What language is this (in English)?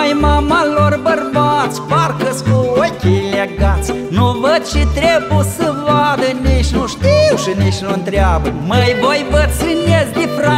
Romanian